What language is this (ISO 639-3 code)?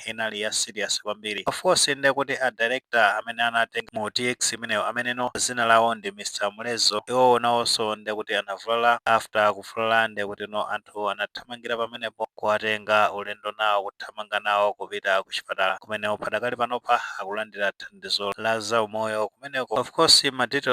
nya